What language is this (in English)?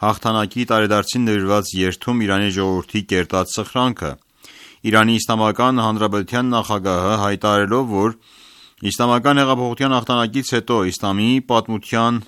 Armenian